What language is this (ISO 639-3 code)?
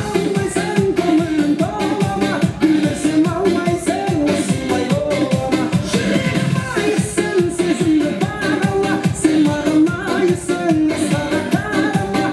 kaa